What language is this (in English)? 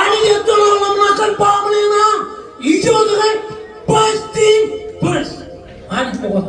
Marshallese